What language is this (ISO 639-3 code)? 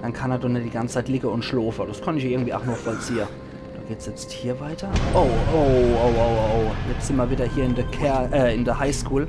pfl